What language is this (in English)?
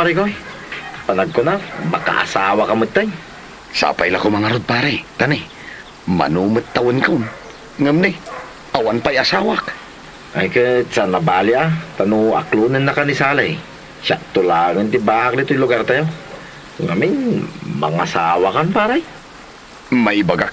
Iloko